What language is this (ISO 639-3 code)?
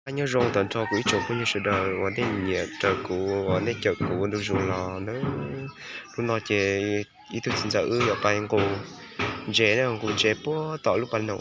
hmn